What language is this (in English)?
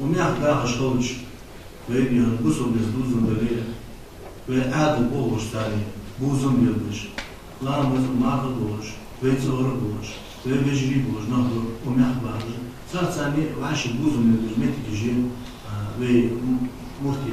Ingush